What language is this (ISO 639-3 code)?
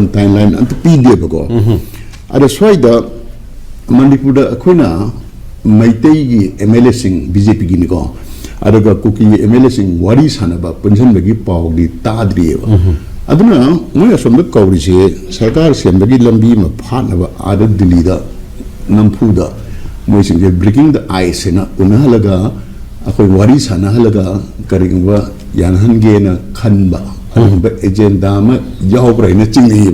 mni